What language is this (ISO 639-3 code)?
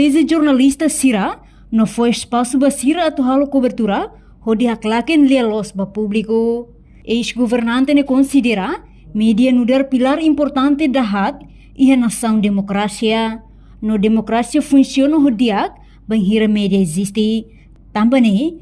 tet